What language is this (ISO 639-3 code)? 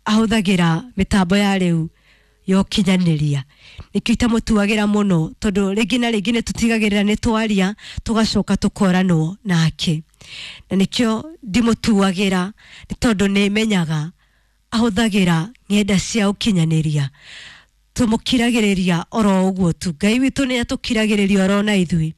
kik